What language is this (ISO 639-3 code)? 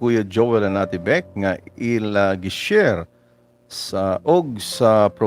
war